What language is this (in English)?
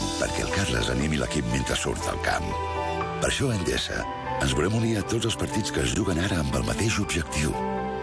Catalan